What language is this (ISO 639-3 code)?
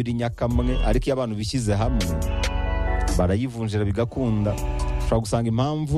kin